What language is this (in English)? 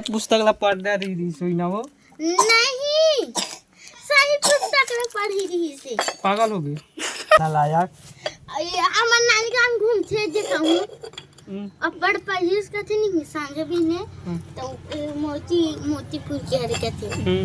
Chhattisgarhi